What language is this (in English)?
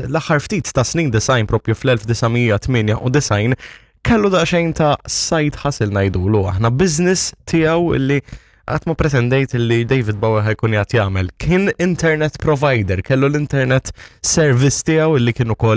Maltese